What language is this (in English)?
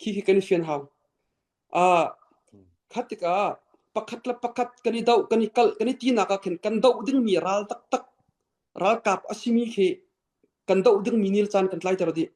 Falam Chin